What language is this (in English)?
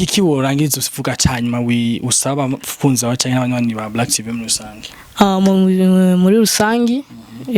Rundi